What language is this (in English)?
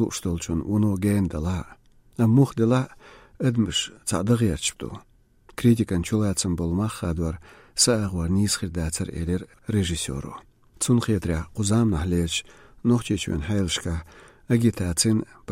Chechen